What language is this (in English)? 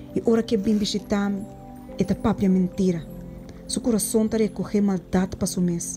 Papiamento